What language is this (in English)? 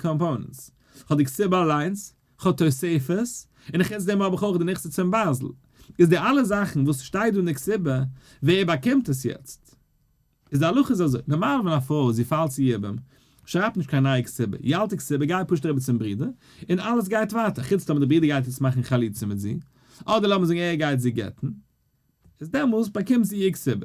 Yiddish